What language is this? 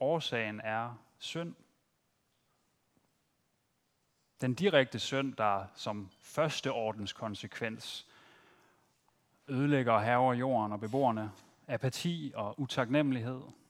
Danish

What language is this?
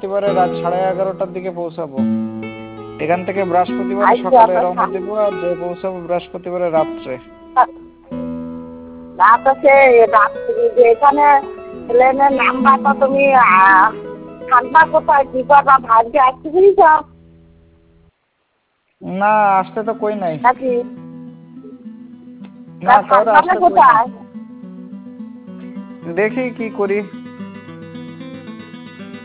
Bangla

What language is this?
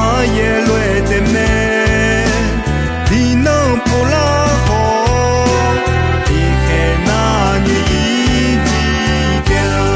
Akha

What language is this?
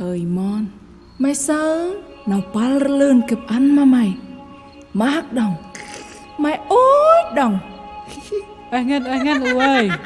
Central Mnong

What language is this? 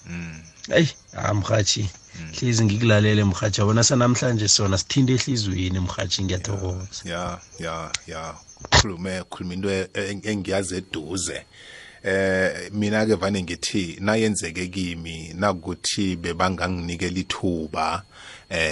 South Ndebele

